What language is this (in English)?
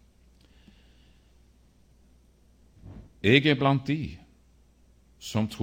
Norwegian